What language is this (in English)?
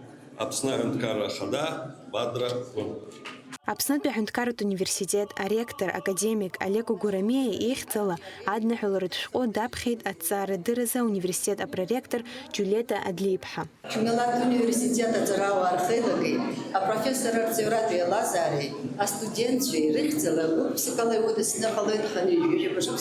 Abkhazian